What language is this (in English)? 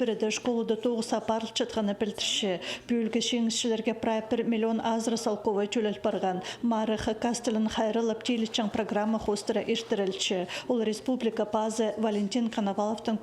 Khakas